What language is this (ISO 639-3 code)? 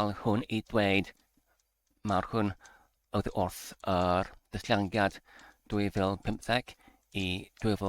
cym